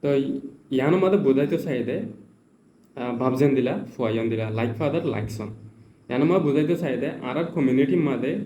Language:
Rohingya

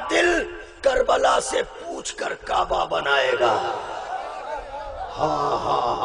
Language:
Urdu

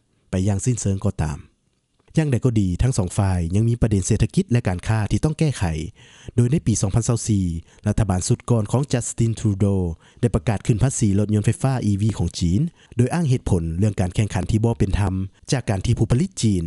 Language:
Lao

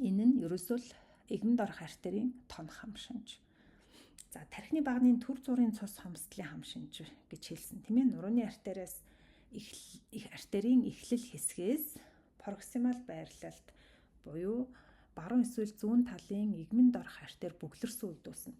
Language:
Mongolian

